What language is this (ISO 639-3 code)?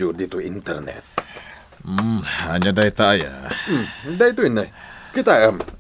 ilo